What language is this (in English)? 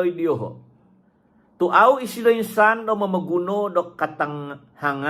Central Dusun